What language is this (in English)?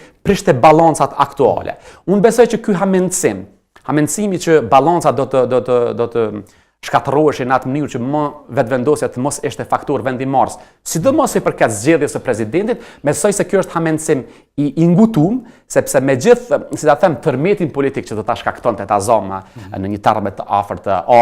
Albanian